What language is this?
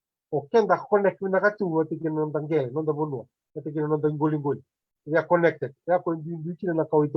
Fijian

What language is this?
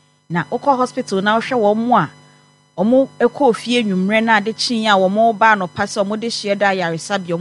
Akan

